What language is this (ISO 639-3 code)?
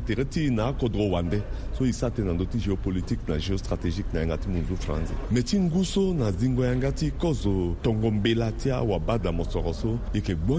sag